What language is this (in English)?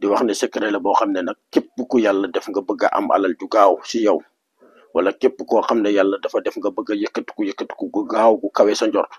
Wolof